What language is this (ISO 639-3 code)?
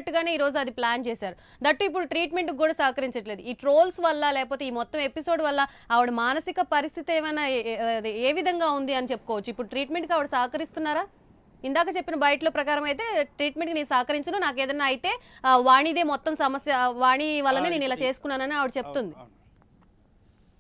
tel